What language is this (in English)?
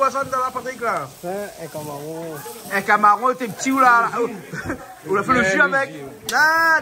Réunion Creole French